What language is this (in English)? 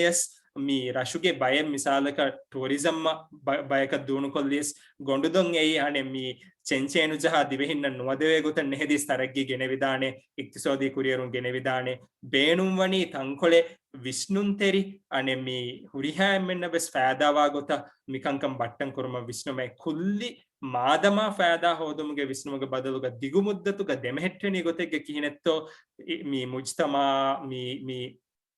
Divehi